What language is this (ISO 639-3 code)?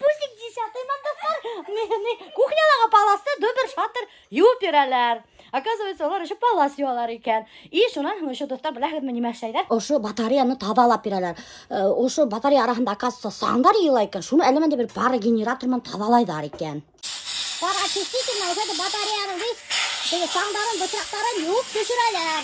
bak